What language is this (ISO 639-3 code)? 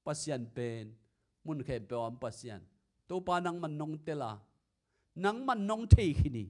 ctd